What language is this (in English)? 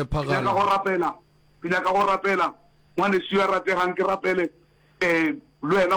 Northern Sotho